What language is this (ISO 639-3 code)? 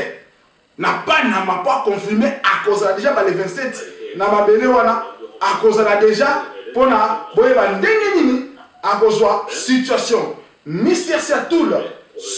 lin